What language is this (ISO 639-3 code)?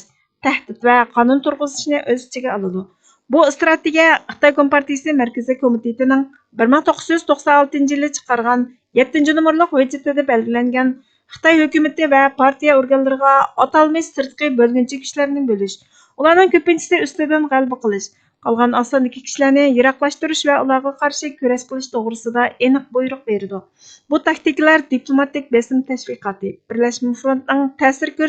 uig